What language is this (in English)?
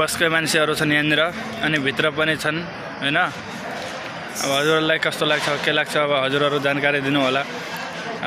Nepali